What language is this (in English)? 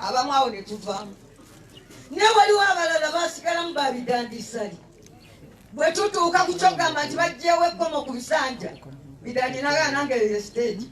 Ganda